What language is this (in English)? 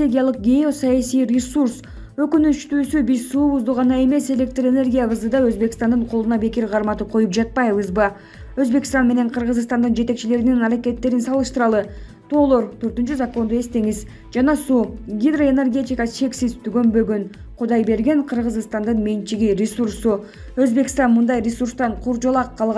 Kyrgyz